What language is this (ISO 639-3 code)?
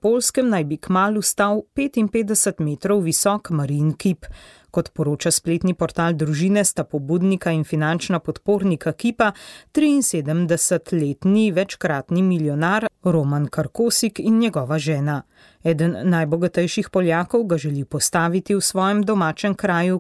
slv